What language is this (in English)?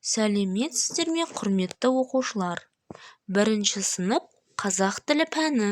Kazakh